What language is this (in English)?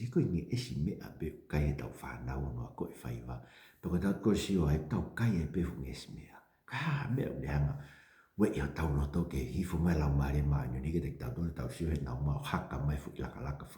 Tongan